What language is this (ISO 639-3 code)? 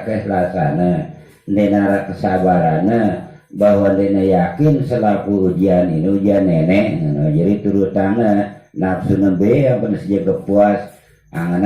sas